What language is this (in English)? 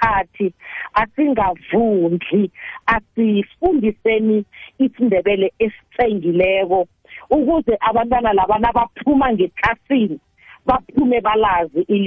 South Ndebele